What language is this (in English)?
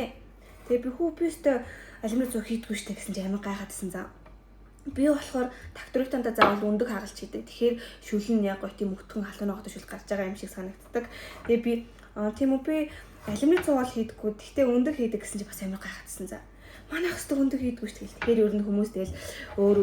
Mongolian